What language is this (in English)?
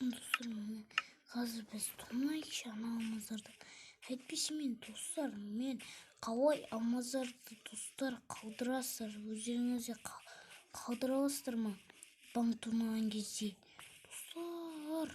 Kazakh